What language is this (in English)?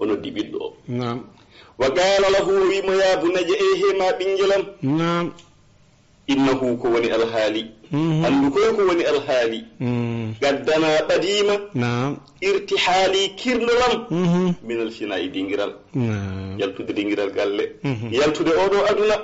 Fula